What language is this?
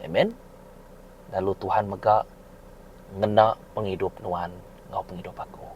Iban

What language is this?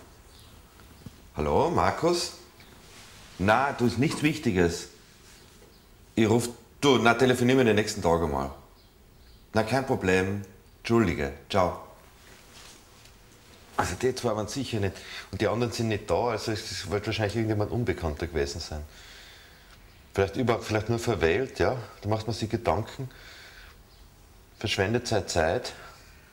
German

